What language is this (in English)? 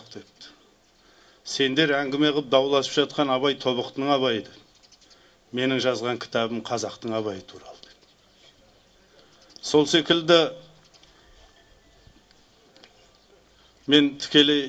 Kazakh